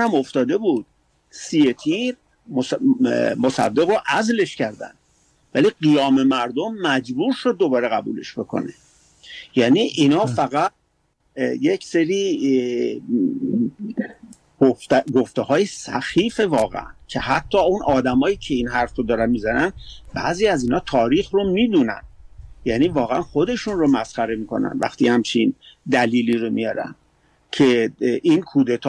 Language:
Persian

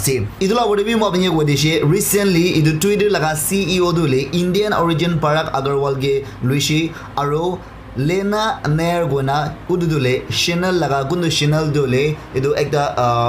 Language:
Naga Pidgin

